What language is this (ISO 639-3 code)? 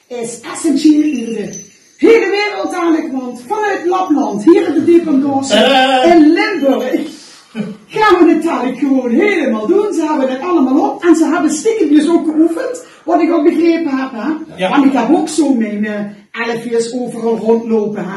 lim